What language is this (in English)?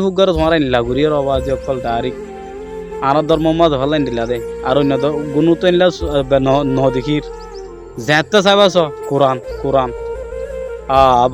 Rohingya